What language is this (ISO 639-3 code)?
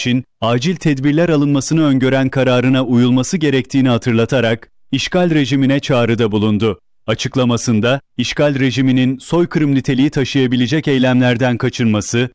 tur